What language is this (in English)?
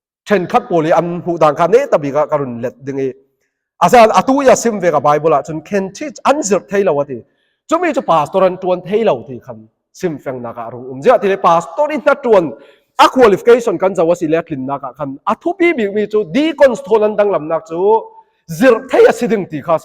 Falam Chin